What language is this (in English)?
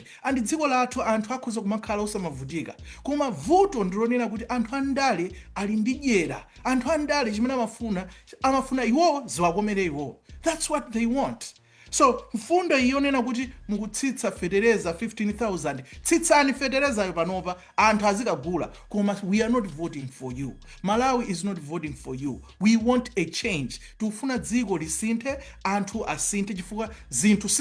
Nyanja